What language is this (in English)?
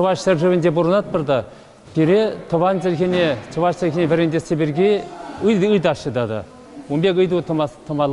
Chuvash